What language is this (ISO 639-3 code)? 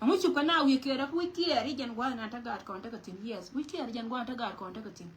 nus